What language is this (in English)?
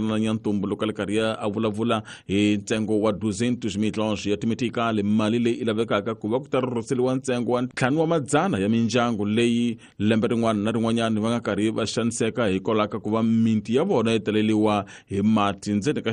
Tsonga